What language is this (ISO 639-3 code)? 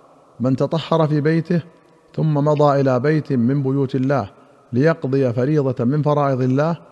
ara